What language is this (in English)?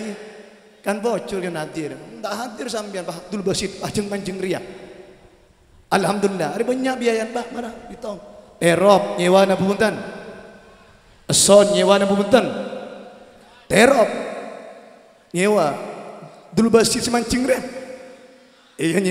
Madurese